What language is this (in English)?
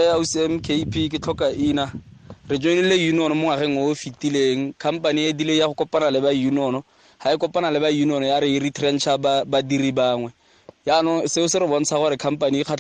Tswana